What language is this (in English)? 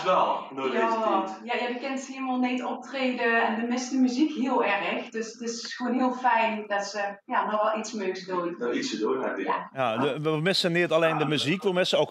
Limburgish